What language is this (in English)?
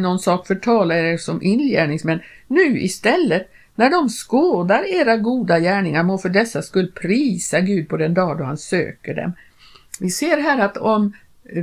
Swedish